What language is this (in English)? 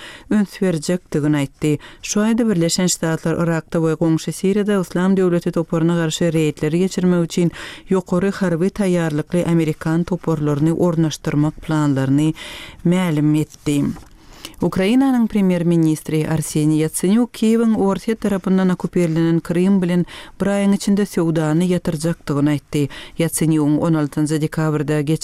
Turkmen